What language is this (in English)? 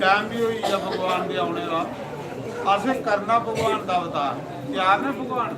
Dogri